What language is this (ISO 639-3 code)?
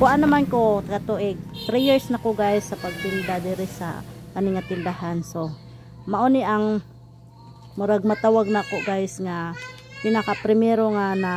ceb